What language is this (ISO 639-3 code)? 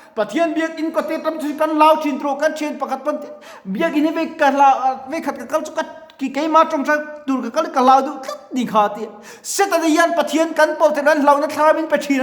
lus